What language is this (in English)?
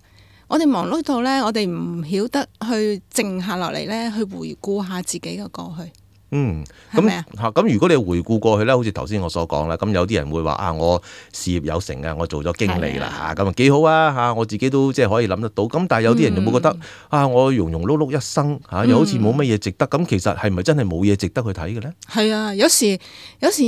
Cantonese